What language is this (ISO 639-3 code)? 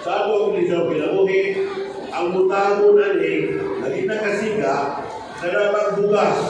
ceb